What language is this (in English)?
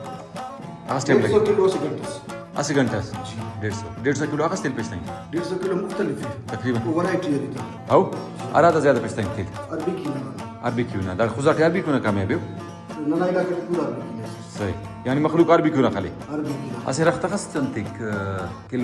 Brahui